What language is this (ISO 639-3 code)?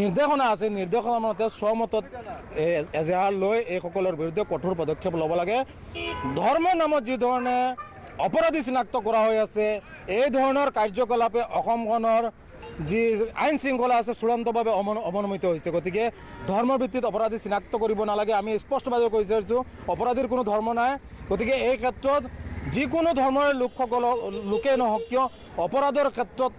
asm